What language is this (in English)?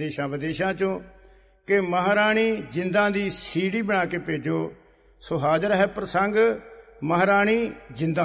Punjabi